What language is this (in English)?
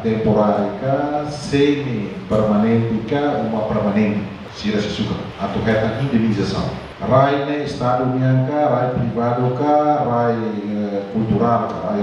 Tetum